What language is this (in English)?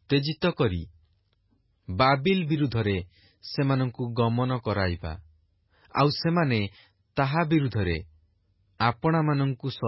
Odia